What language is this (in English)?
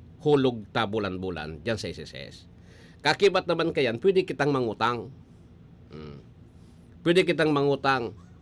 Bikol